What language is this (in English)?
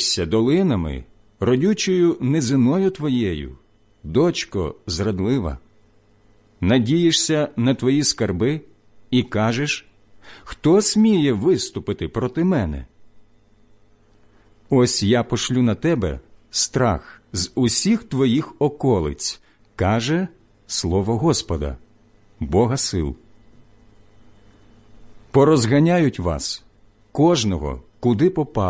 Ukrainian